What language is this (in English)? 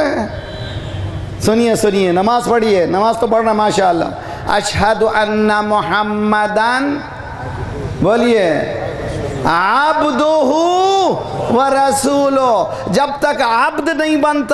Urdu